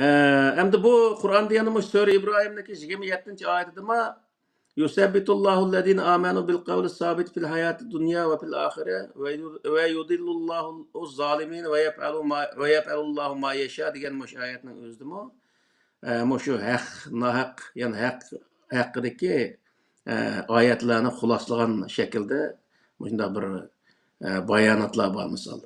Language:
Uyghur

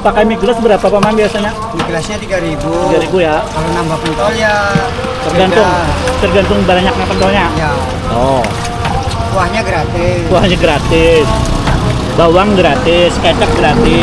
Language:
Banjar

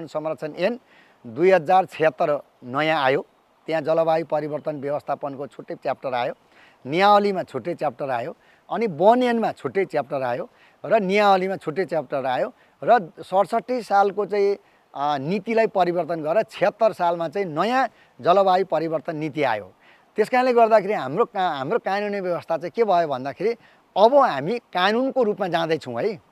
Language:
Nepali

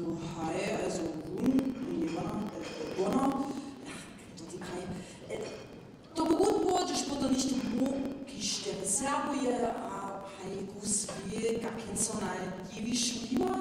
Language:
Upper Sorbian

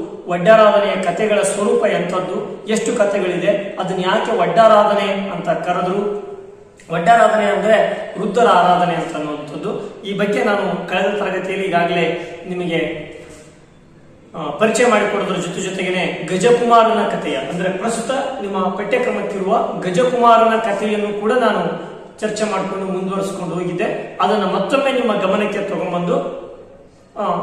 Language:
Kannada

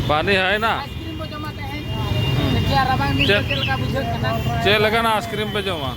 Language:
Santali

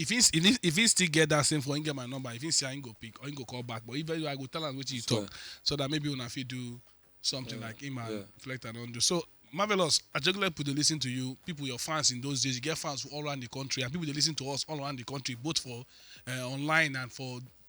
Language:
Nigerian Pidgin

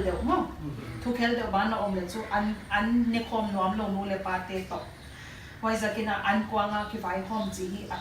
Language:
Paite Chin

